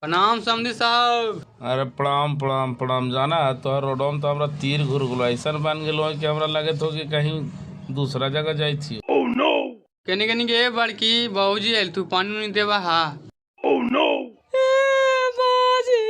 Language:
Magahi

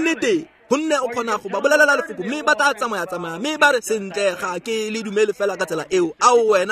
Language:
Tswana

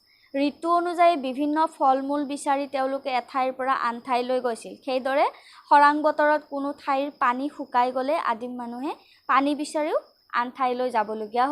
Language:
Assamese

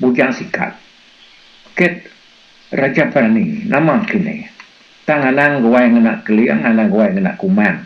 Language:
Iban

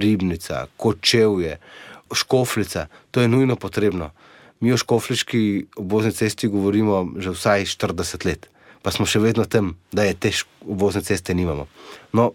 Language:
Slovenian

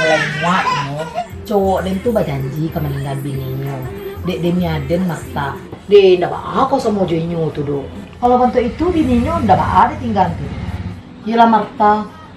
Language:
Minangkabau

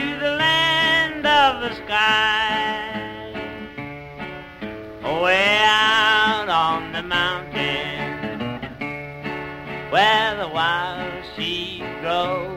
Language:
English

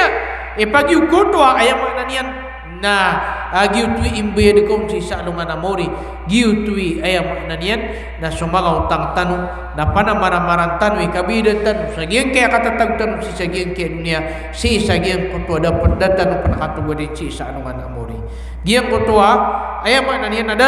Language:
Maranao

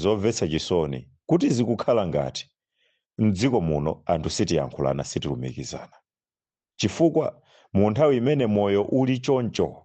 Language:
Nyanja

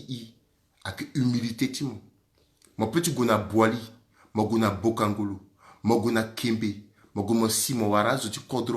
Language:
Sango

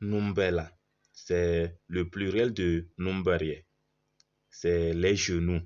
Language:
Kabiyè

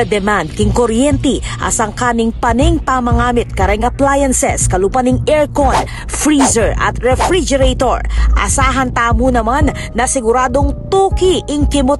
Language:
Pampanga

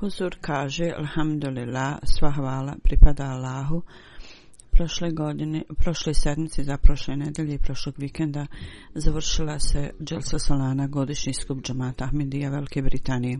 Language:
Bosnian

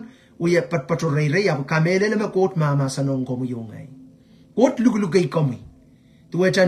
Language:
Pohnpeian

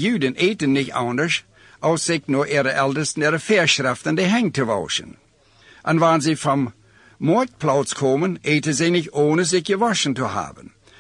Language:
Plautdietsch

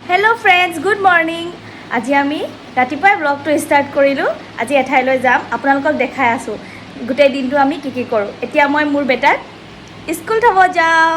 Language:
Assamese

